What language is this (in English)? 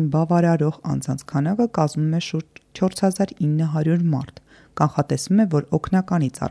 Armenian